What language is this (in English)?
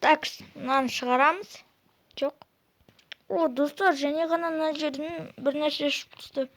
Kazakh